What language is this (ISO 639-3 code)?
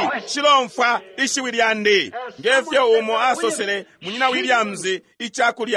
bem